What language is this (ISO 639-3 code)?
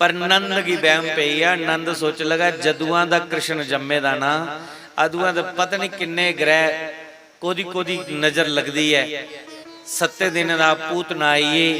doi